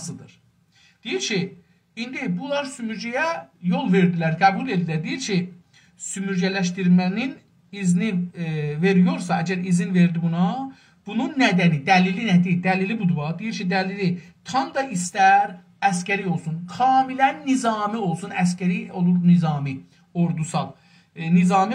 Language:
South Azerbaijani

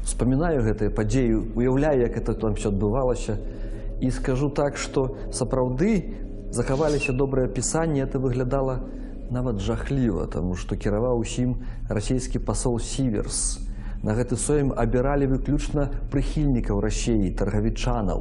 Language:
Belarusian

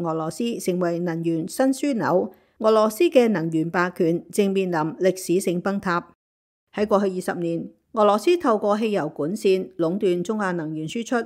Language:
Cantonese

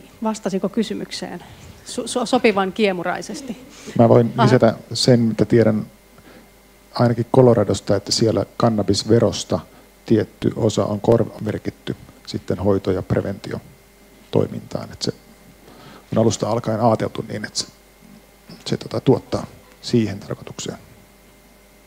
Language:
Finnish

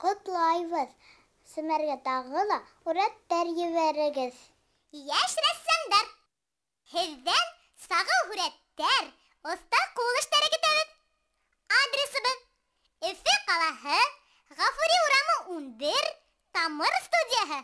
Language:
Bashkir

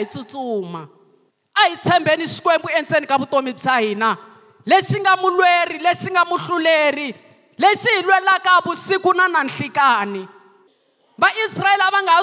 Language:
Tsonga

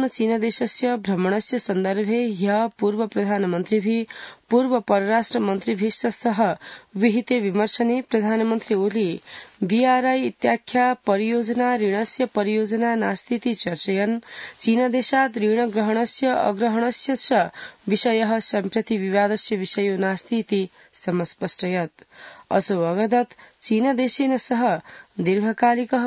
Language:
Sanskrit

